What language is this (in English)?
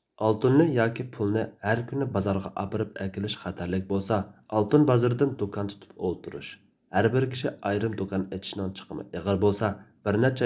Uyghur